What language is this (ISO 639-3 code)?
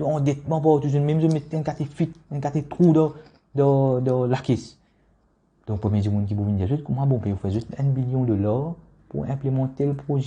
mfe